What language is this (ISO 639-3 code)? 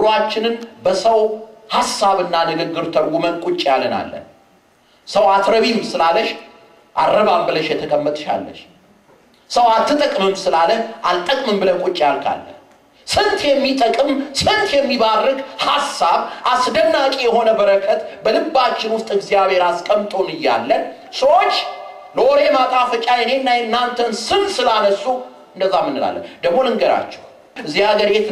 amh